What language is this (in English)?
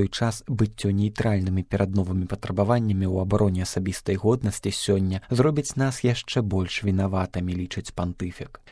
Belarusian